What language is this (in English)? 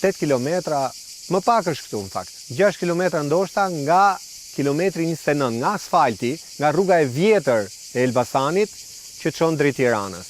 Albanian